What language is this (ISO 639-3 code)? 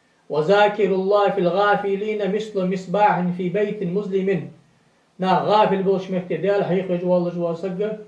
inh